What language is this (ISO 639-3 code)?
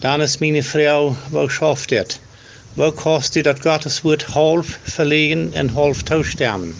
pdt